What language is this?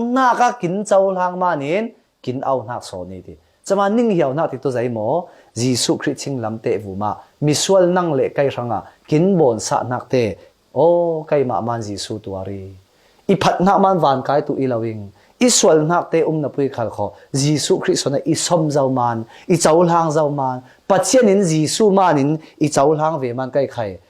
Falam Chin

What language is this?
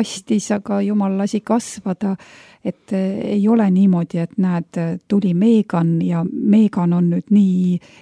Estonian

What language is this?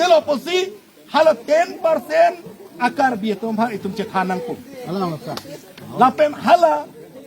Karbi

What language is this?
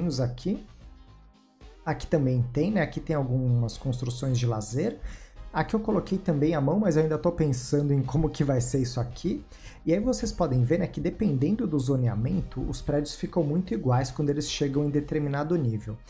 Portuguese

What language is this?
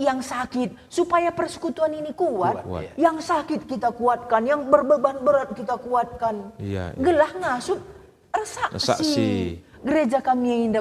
Batak Karo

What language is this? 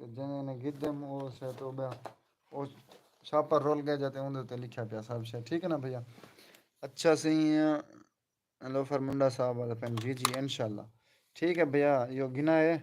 Saraiki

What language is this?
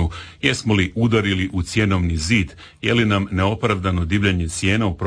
Croatian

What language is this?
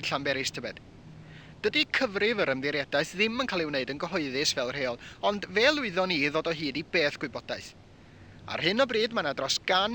Welsh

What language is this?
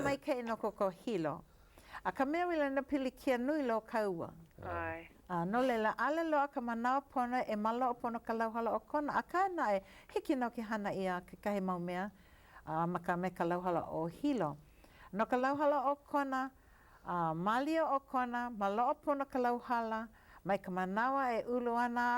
Hawaiian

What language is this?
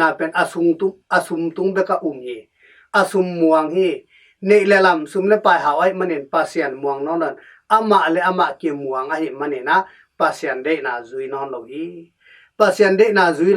Tedim Chin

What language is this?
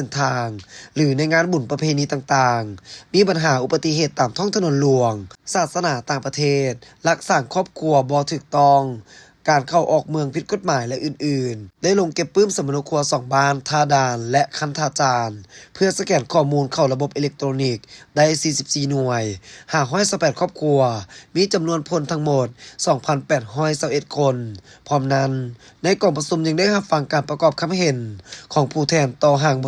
Lao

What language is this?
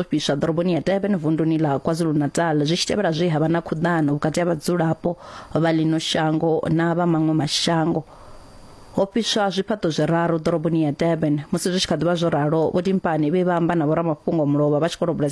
Venda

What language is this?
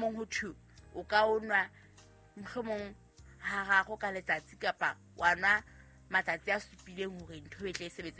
Southern Sotho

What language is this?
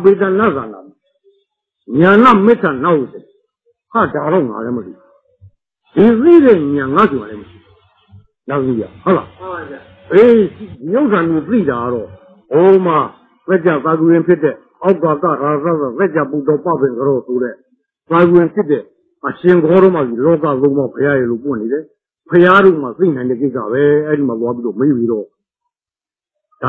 Burmese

